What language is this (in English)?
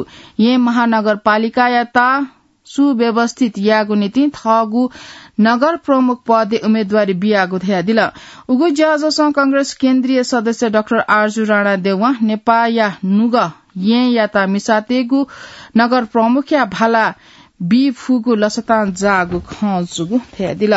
Newari